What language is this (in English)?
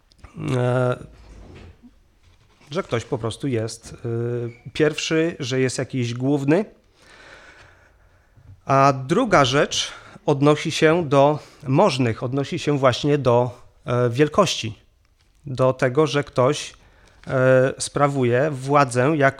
Polish